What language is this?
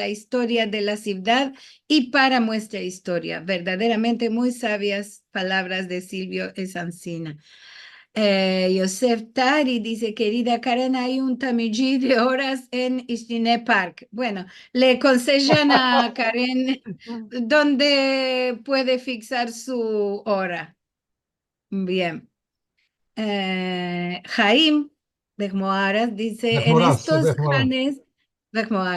Ladino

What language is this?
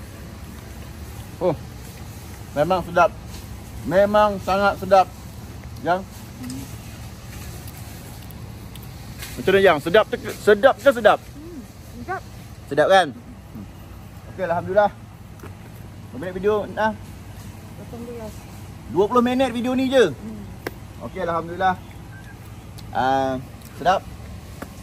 Malay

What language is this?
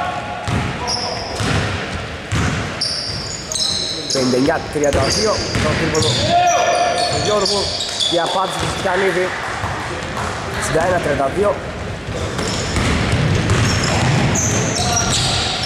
Greek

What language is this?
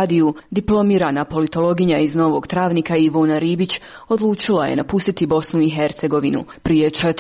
Croatian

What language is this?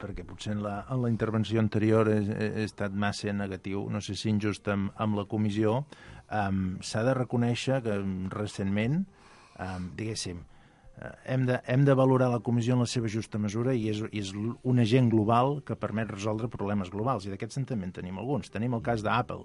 Catalan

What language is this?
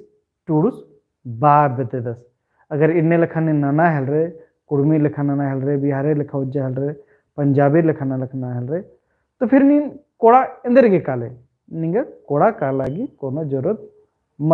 Kurukh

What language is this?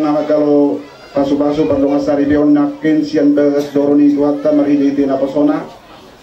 Batak Toba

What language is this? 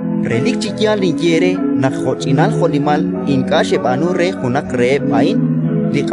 Kekchí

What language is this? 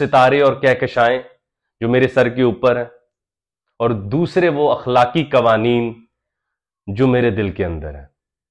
Urdu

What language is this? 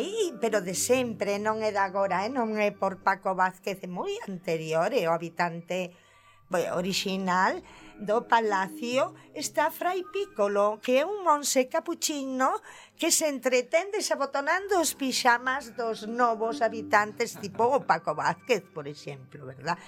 Galician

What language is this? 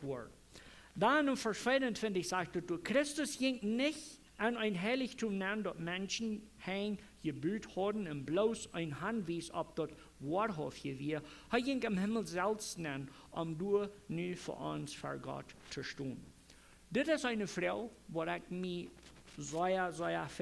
Plautdietsch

